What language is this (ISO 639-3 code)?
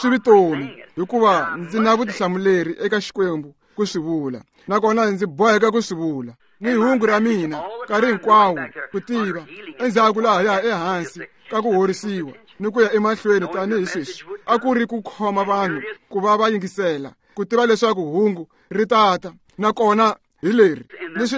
tso